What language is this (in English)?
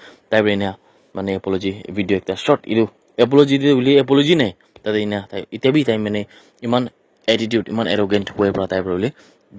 Naga Pidgin